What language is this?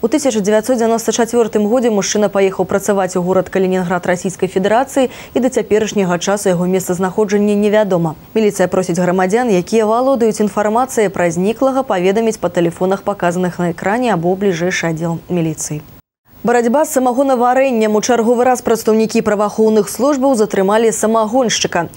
Belarusian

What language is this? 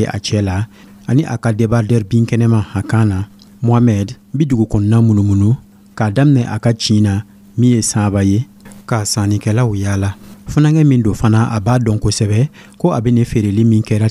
Dyula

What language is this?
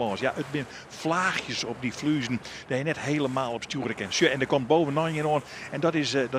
Western Frisian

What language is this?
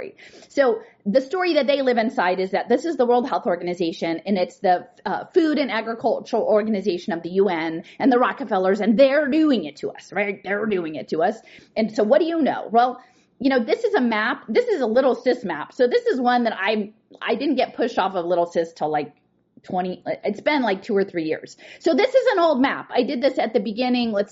English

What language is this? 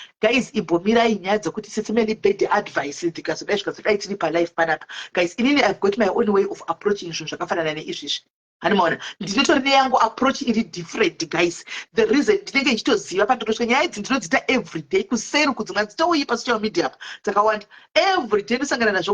Shona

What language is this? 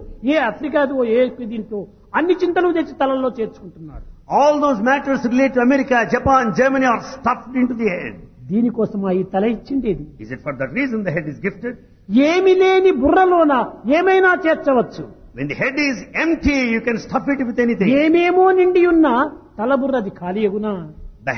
Telugu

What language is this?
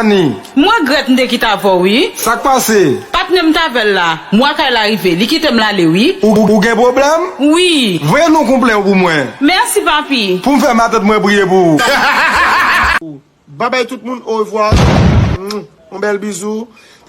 Haitian Creole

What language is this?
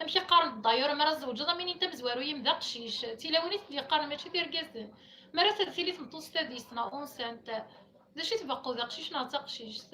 Kabyle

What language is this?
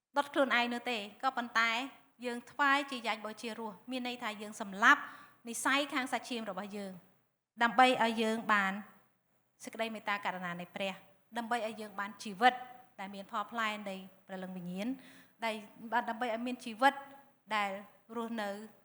Khmer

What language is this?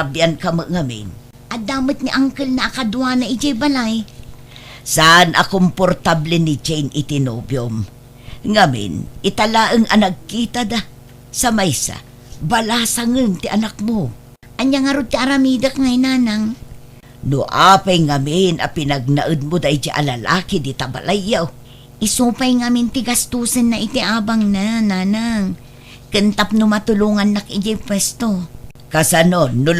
Iloko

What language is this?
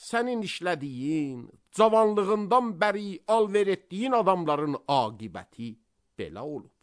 Azerbaijani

